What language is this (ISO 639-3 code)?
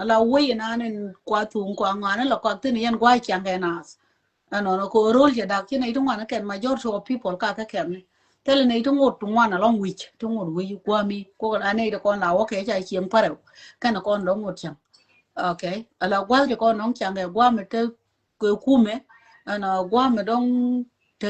nus